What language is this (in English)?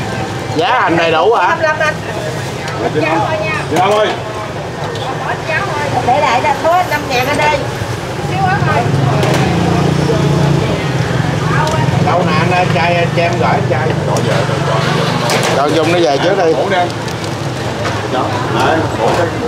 Vietnamese